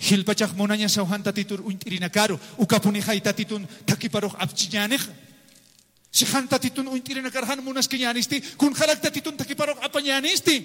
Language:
Aymara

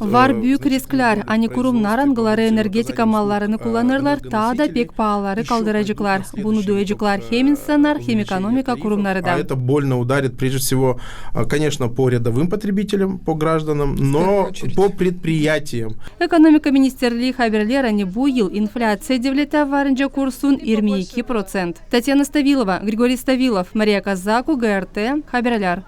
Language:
Gagauz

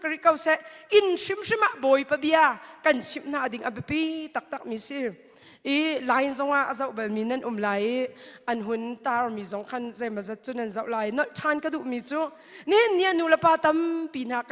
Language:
Hakha Chin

